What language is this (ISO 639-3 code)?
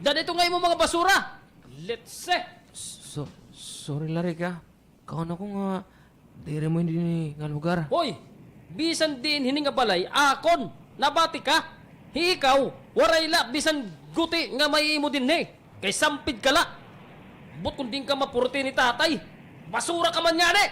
war